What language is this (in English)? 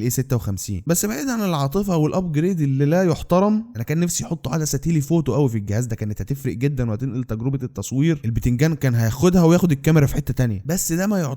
Egyptian Arabic